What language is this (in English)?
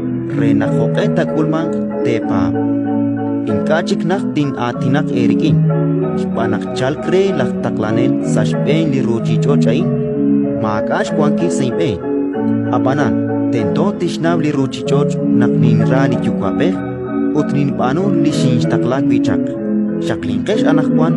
Kekchí